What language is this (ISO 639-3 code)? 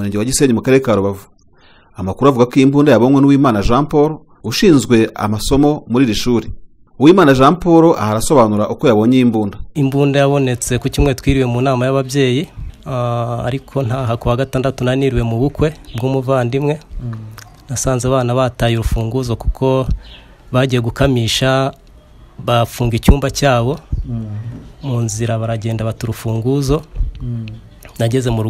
kin